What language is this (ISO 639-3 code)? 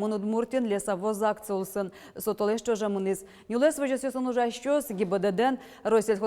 udm